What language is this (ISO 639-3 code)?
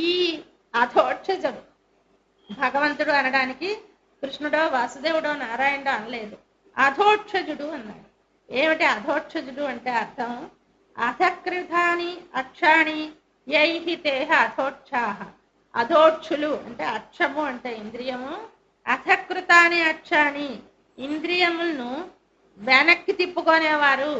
tel